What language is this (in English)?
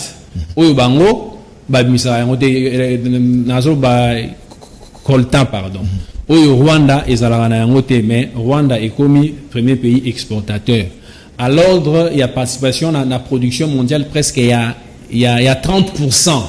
Lingala